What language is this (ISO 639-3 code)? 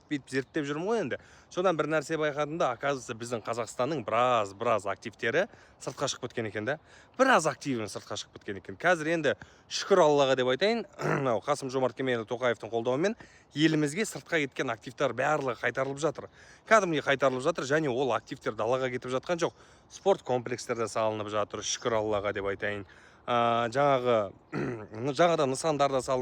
kaz